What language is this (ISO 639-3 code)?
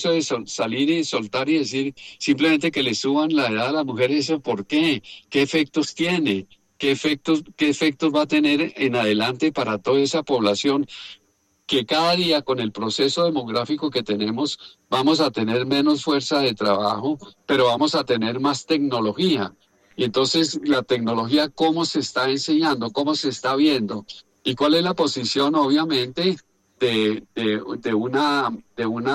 spa